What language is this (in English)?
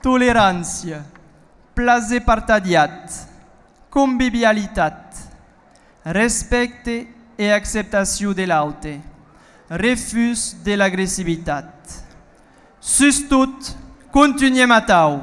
Occitan